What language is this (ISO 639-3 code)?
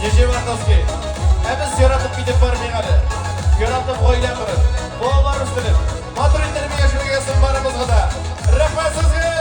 bak